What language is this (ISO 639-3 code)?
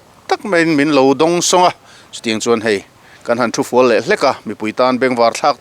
lus